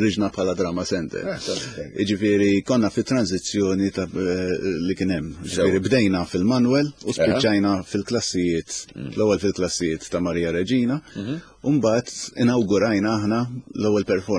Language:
Maltese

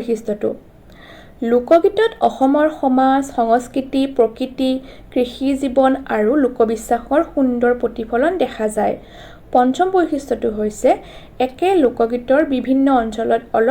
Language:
Assamese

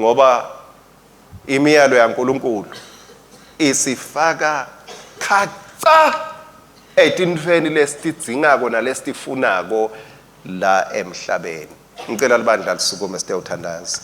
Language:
Swati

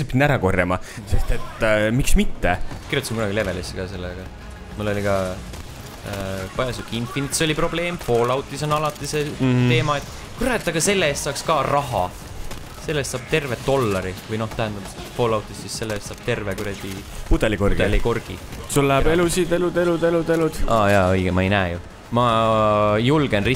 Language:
Estonian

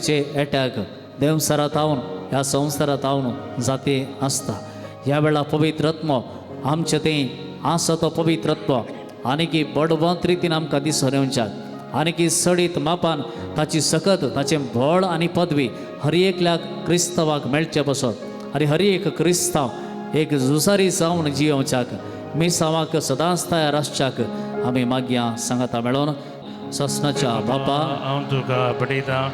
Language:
Konkani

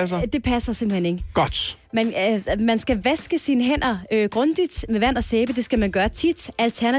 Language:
Danish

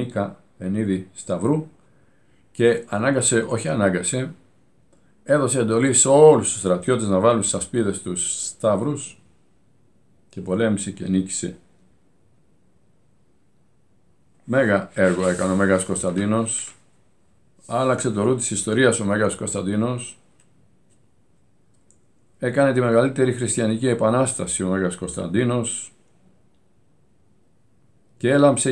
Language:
Greek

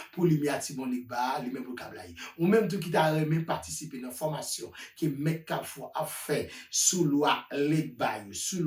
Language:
Haitian Creole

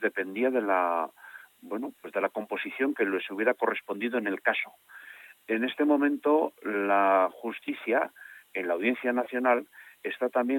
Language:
Spanish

